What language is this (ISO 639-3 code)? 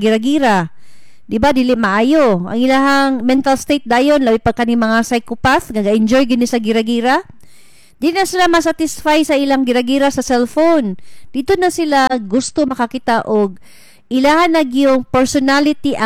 ceb